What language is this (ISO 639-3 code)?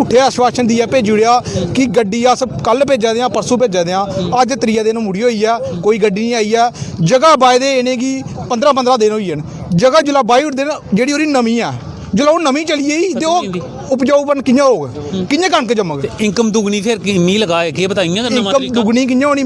doi